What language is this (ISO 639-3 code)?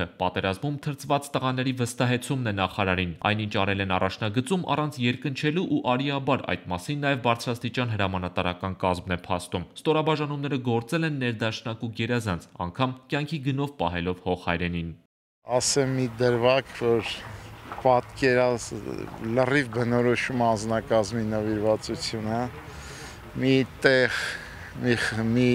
hye